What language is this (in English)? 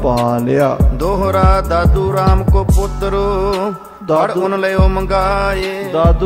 Punjabi